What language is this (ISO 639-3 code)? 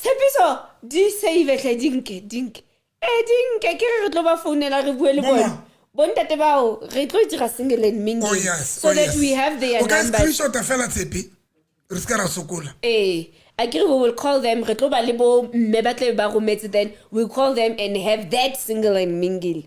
sot